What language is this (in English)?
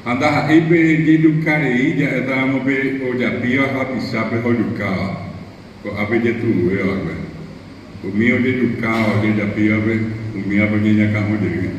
Guarani